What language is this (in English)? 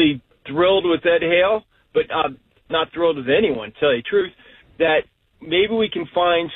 English